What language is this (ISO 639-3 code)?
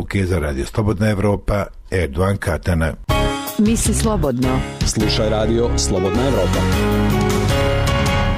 bos